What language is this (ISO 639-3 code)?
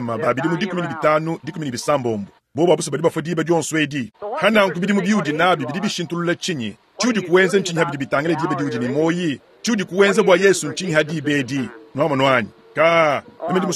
lua